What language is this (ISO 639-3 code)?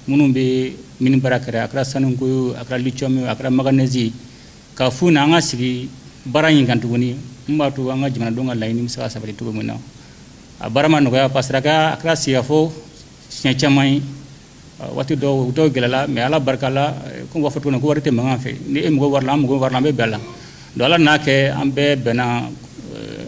bam